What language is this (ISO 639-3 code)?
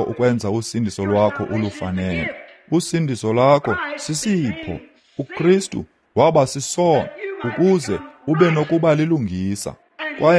xho